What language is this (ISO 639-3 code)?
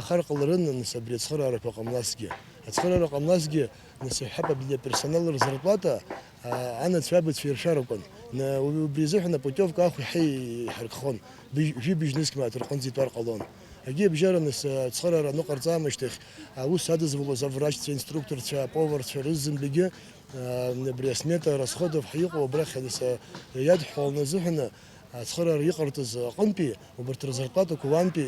abk